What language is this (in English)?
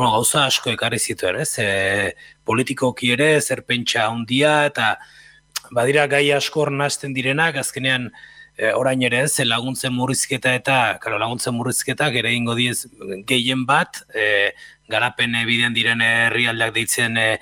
Basque